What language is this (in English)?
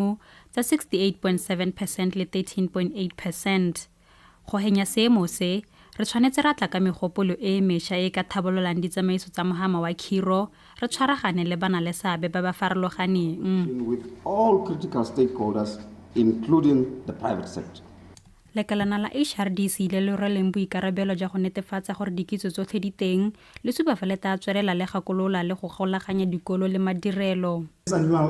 Tswana